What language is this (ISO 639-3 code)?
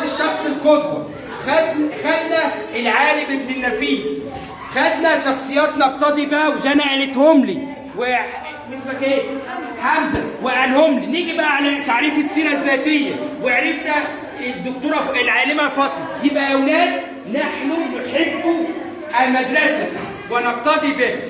arz